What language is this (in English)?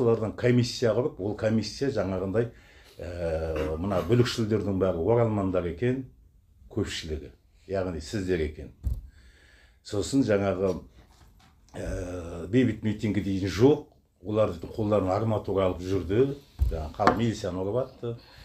Kazakh